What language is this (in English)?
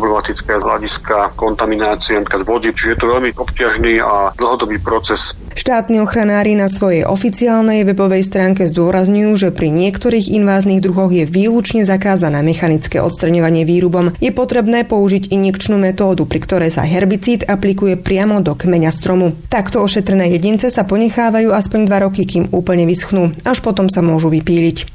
Slovak